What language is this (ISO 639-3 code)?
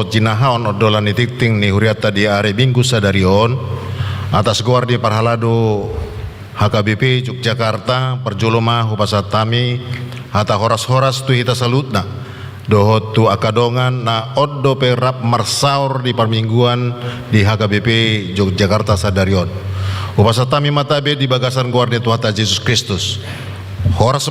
bbc